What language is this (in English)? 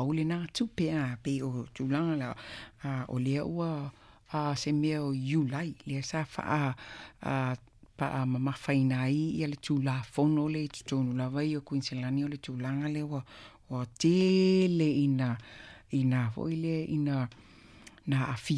Samoan